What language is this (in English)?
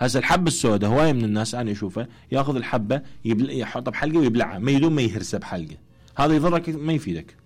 Mesopotamian Arabic